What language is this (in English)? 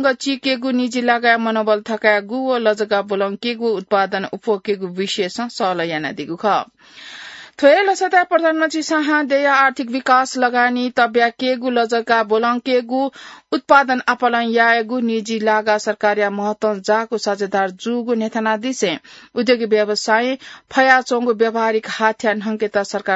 Newari